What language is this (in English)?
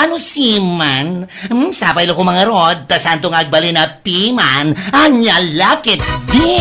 Iloko